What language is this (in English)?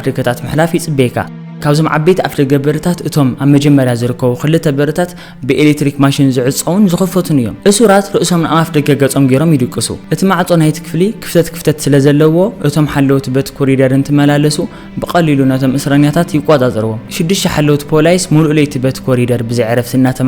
Tigrinya